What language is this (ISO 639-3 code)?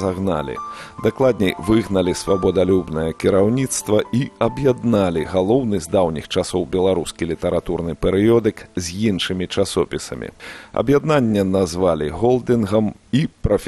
bel